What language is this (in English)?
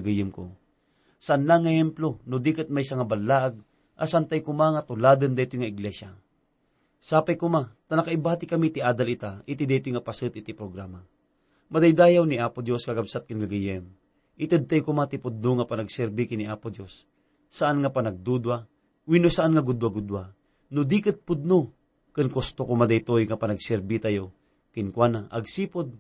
Iloko